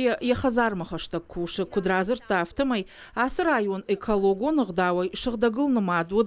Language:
Ossetic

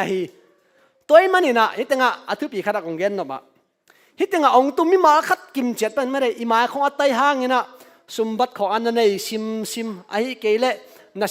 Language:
Tedim Chin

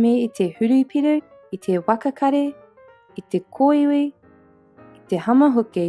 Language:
Māori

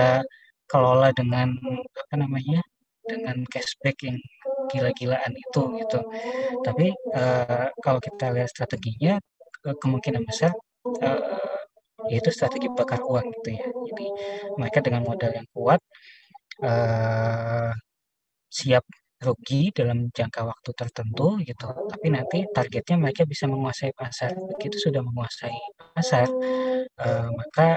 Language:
Indonesian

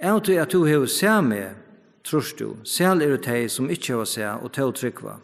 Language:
Faroese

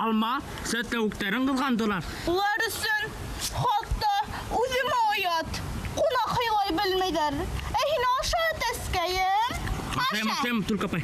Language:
Bashkir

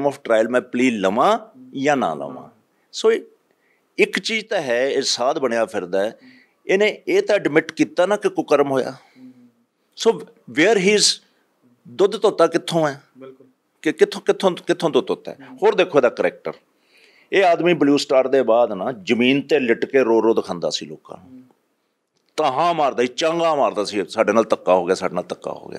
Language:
Punjabi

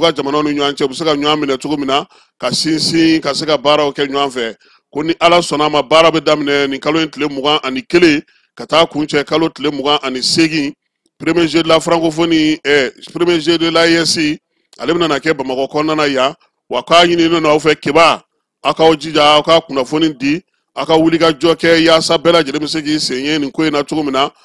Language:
Bambara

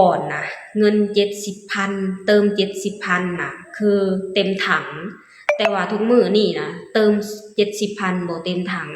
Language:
Lao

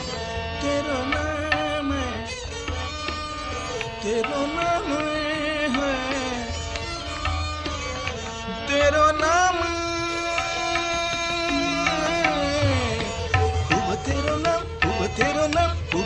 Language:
Punjabi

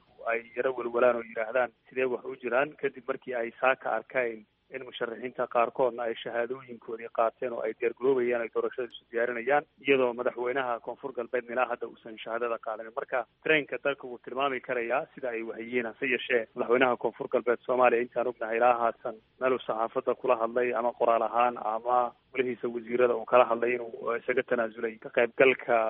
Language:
Somali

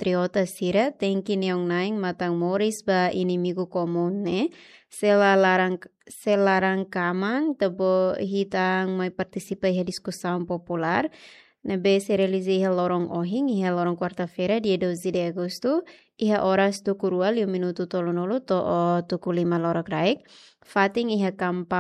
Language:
Tetum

